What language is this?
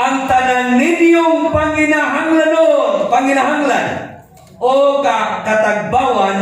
Cebuano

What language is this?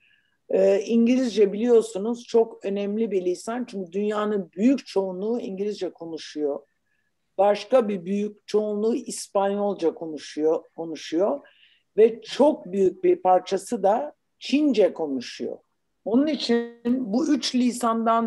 Turkish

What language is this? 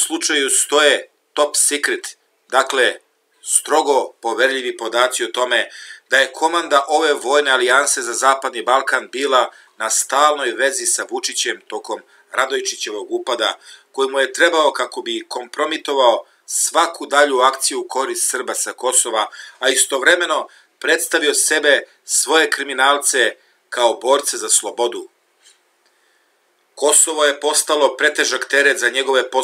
Serbian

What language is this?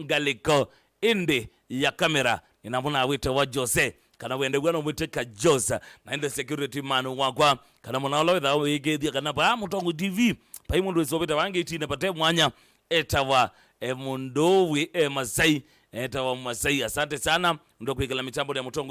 Kamba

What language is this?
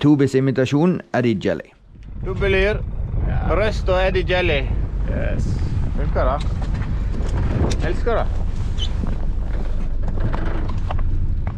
Norwegian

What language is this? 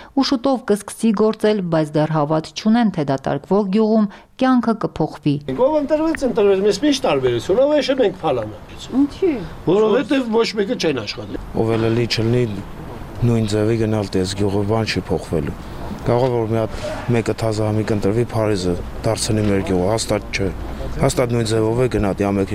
Armenian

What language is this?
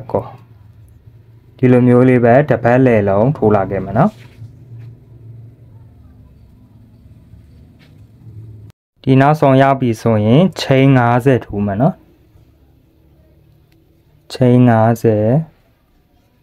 Burmese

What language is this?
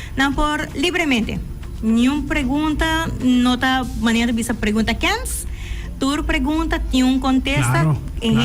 Papiamento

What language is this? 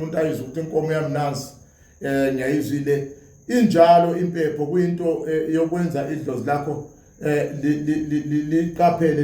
Zulu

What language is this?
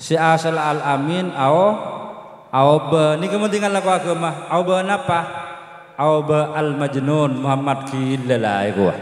Madurese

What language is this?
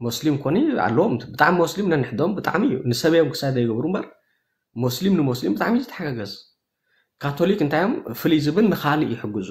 Tigrinya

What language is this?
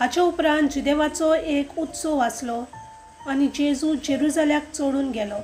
Konkani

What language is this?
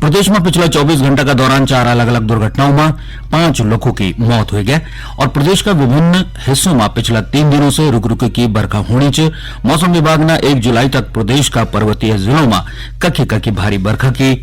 Garhwali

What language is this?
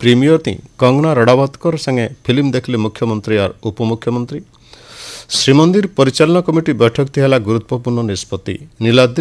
Odia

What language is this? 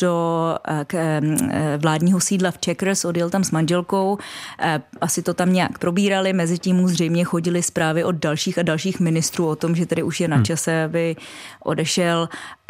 Czech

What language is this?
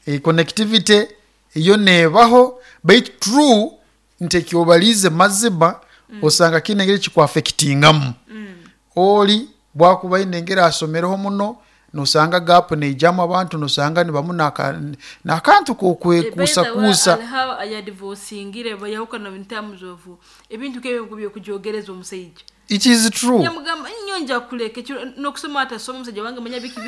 Nyoro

